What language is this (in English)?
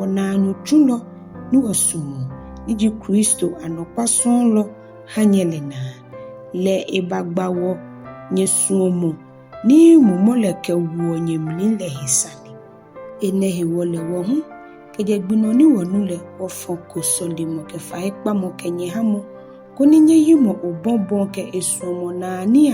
Ga